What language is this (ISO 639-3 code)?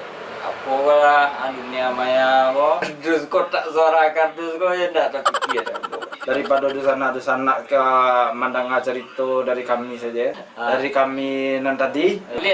min